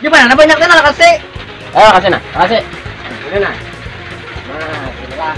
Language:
Banjar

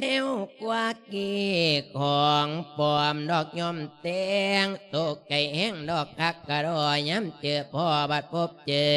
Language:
Lao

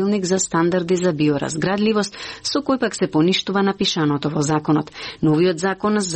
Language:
Macedonian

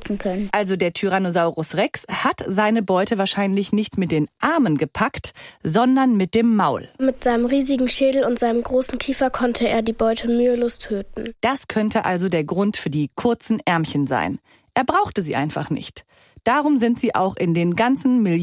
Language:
German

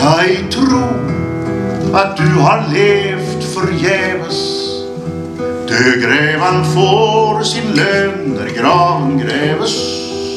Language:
Swedish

